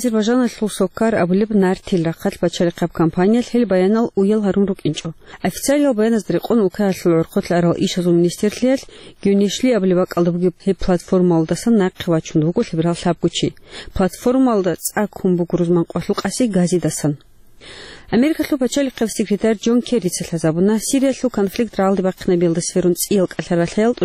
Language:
Avaric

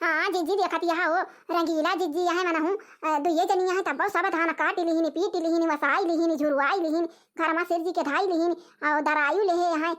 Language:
Awadhi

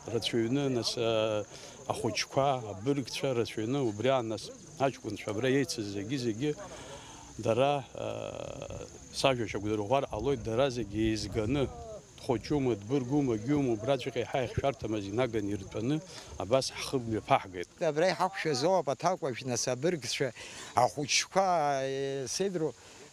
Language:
Abkhazian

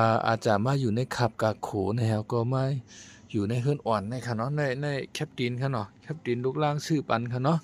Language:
Shan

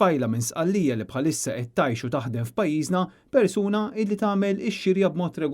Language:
Maltese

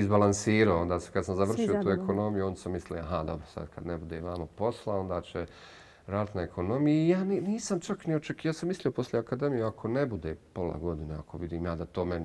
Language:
Bosnian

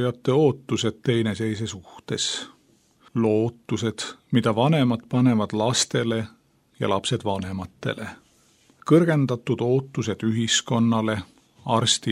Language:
Estonian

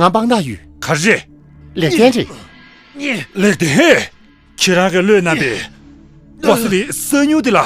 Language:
Tibetan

